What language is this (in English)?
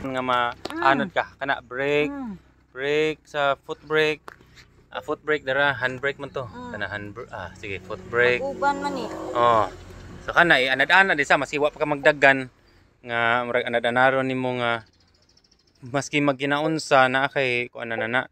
Cebuano